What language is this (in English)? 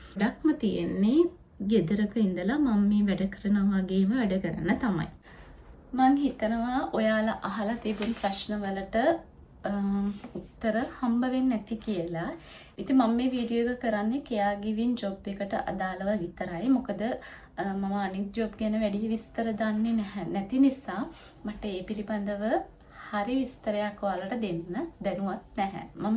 Sinhala